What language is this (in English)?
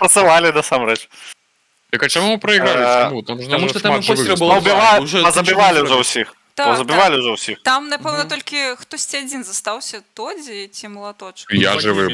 Belarusian